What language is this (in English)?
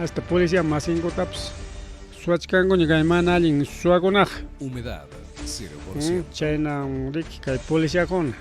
Ayacucho Quechua